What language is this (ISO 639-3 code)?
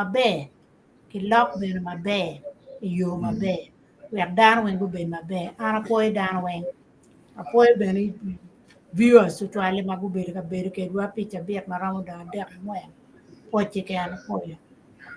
ach